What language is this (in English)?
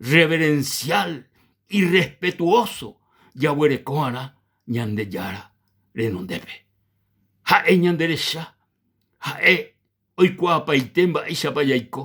Guarani